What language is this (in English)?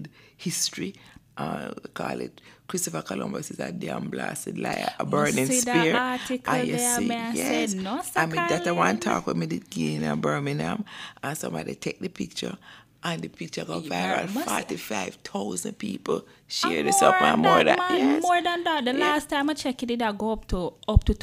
Jamaican Creole English